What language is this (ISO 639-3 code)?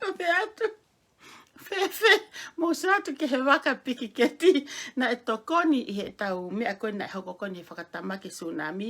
ton